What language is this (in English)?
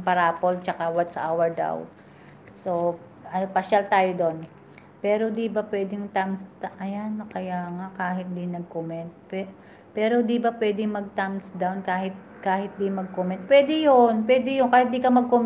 Filipino